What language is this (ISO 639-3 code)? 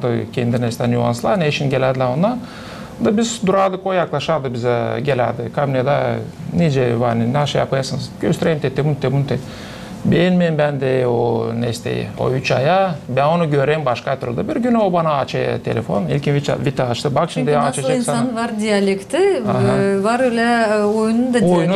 gag